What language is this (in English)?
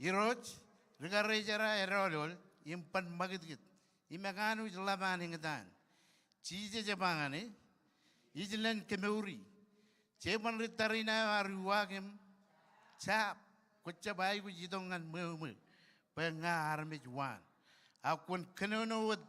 Marshallese